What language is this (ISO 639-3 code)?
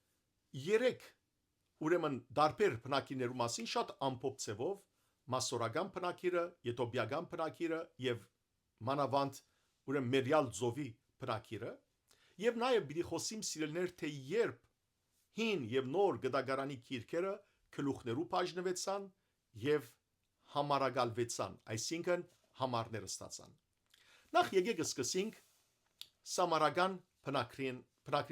hyw